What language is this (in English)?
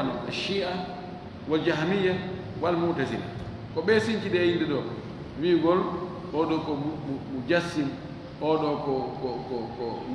Fula